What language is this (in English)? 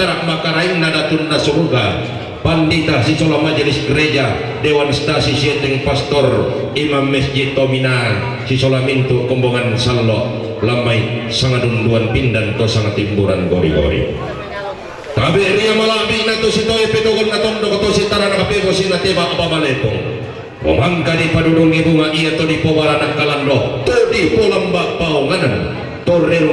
Toraja-Sa'dan